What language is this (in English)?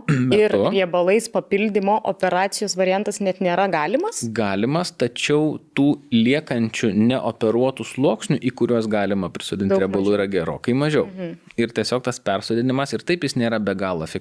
Lithuanian